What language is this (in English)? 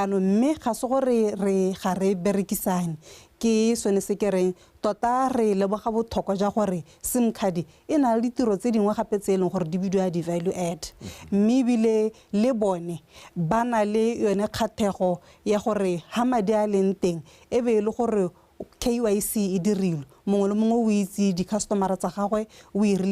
Tswana